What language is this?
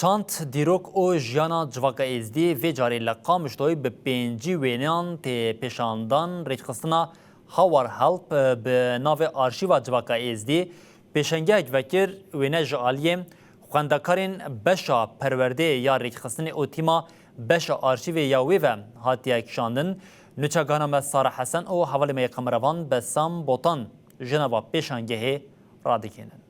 Kurdish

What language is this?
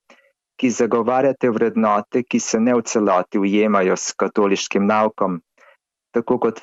Slovenian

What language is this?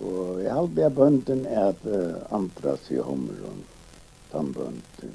Faroese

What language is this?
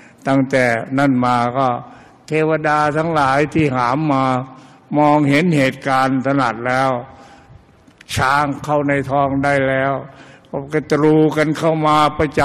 Thai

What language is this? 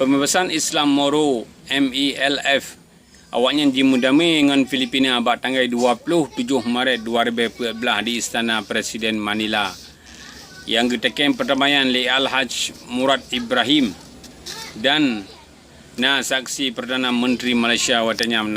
Achinese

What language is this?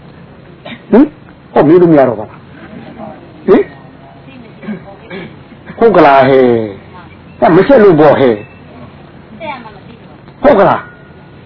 Burmese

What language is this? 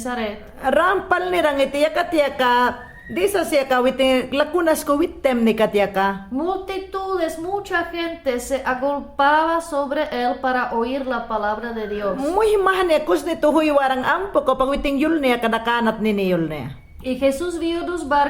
Mayangna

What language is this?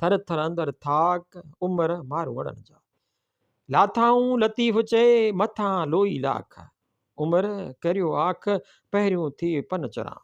Sindhi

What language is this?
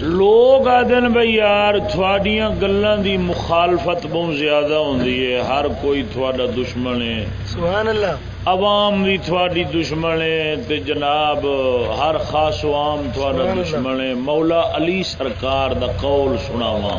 Saraiki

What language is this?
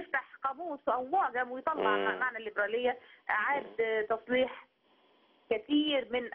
Egyptian Arabic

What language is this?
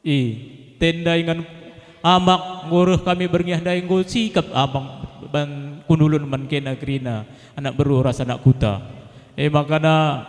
Batak Karo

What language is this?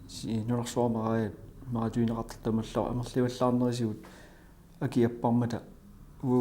Kalaallisut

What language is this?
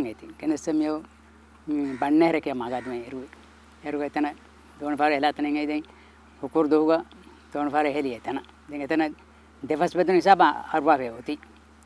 Divehi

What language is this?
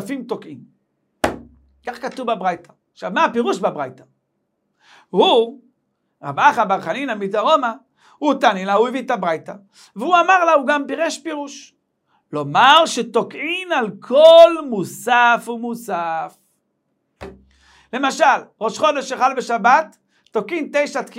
Hebrew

